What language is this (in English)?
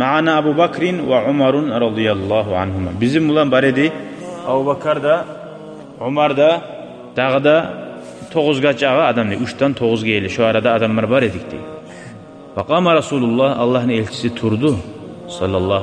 Kumyk